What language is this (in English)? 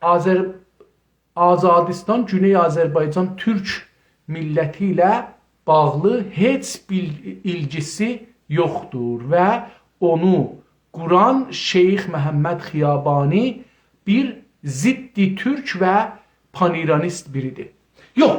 South Azerbaijani